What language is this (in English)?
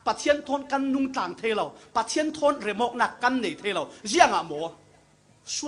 Falam Chin